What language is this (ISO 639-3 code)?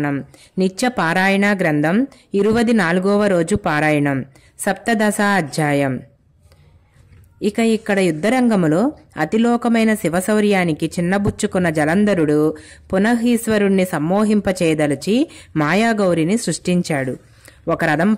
tel